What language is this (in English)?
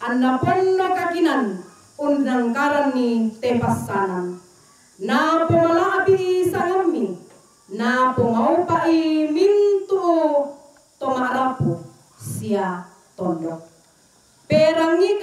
Toraja-Sa'dan